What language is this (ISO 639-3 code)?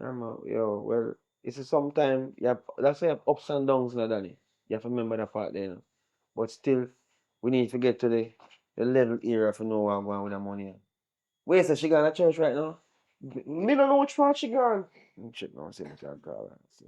jam